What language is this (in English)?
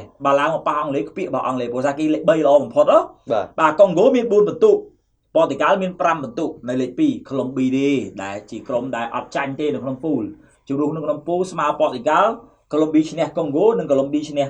Khmer